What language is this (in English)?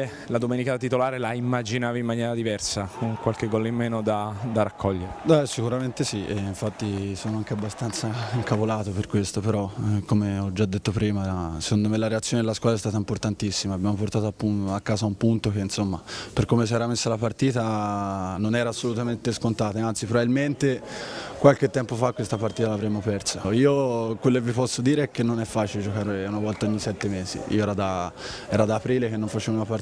Italian